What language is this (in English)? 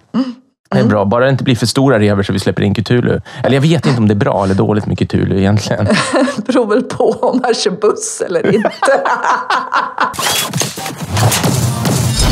Swedish